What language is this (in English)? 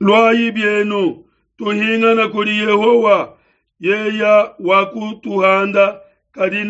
Luba-Lulua